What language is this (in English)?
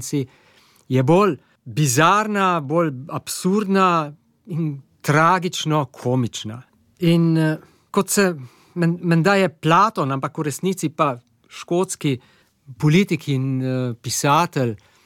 Slovenian